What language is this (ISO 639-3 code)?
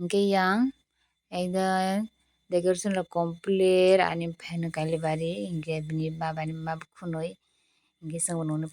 trp